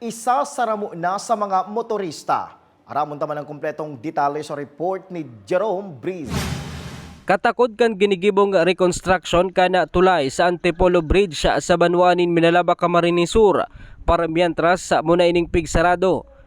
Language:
Bikol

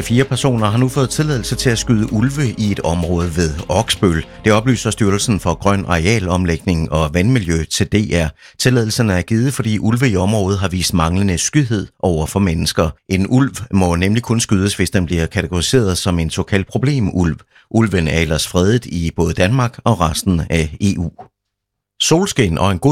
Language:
Danish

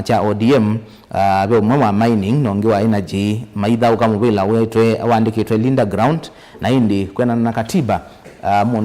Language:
Kamba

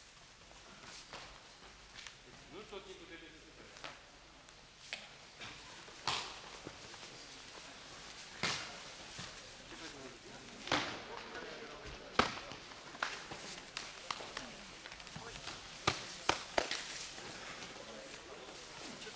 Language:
Romanian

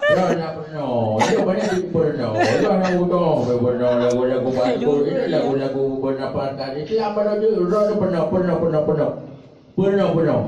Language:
Achinese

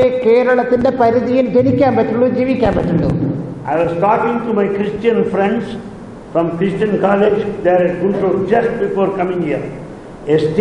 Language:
Malayalam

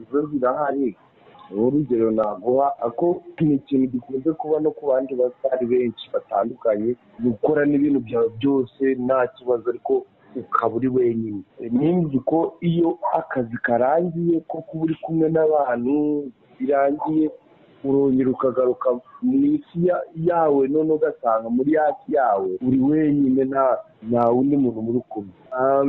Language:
Kinyarwanda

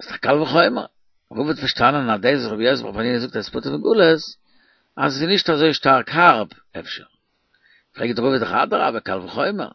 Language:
Yiddish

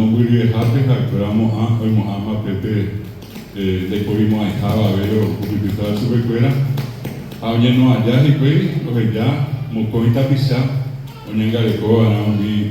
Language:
Guarani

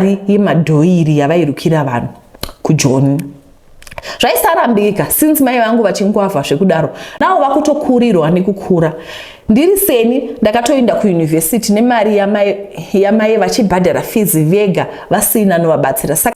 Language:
Shona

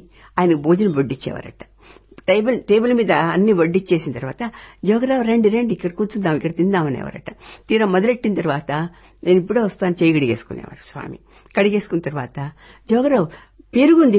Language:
Telugu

